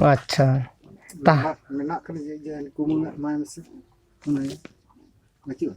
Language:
Santali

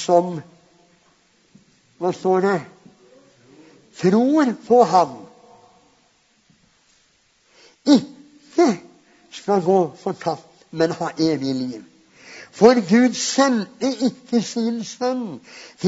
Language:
Norwegian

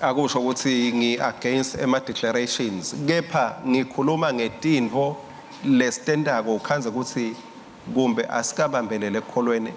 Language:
Swati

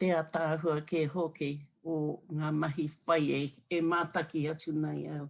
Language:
Māori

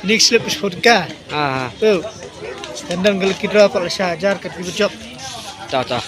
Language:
Khasi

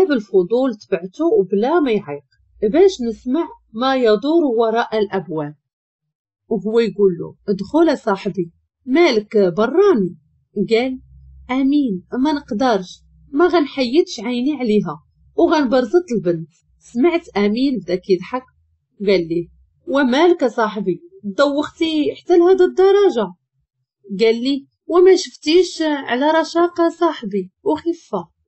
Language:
Moroccan Arabic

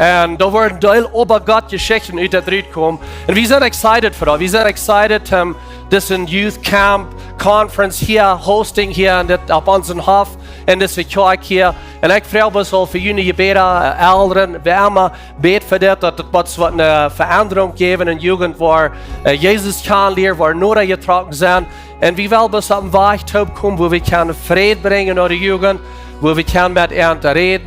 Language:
Plautdietsch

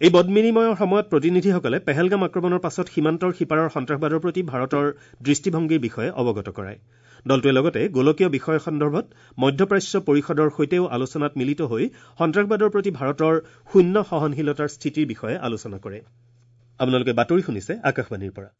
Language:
Assamese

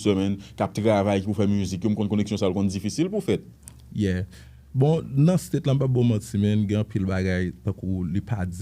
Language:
Haitian Creole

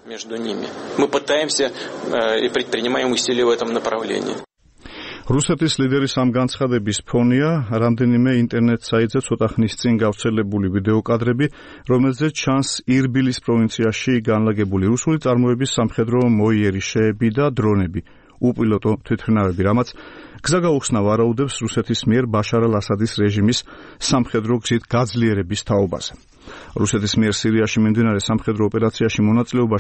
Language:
Georgian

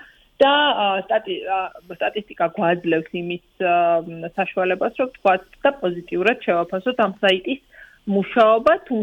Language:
Georgian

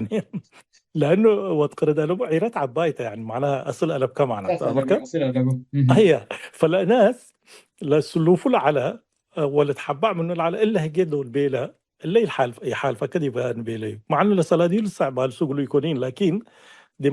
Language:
Tigre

